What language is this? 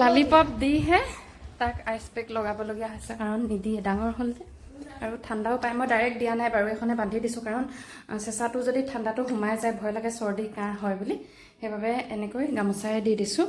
Assamese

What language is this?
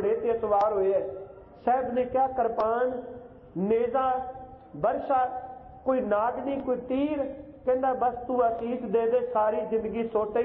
Punjabi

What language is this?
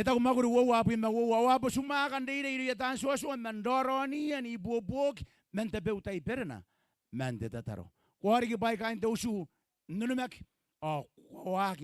Gilbertese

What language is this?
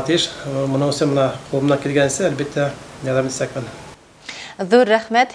Bashkir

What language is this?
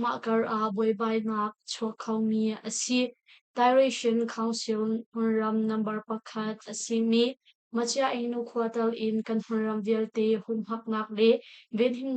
Hakha Chin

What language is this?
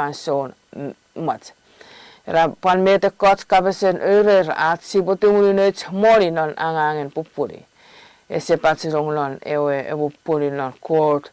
Chuukese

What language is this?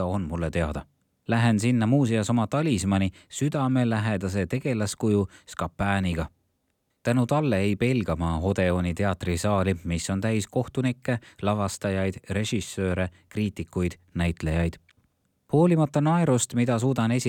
Estonian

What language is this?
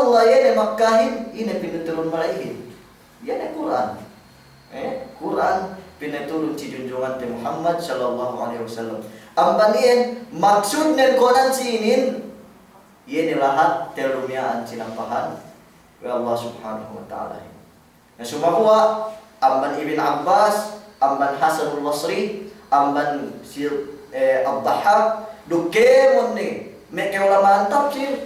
Yakan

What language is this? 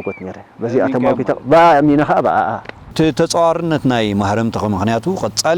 Tigrinya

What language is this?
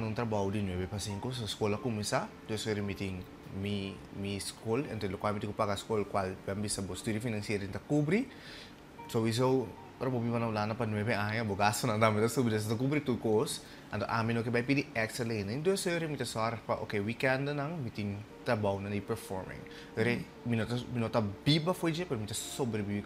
Papiamento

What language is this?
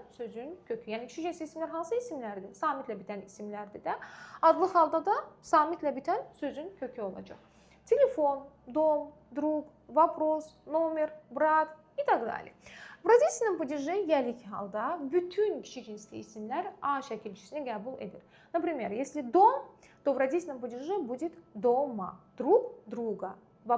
Azerbaijani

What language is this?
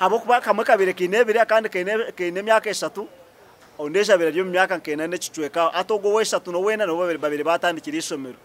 Nyankole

